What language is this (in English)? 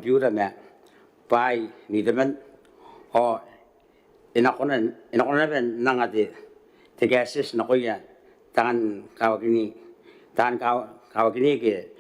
Gilbertese